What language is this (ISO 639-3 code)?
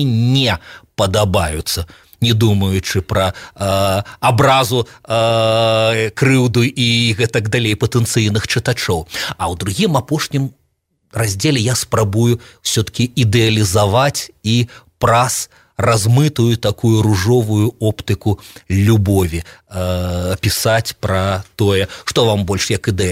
bel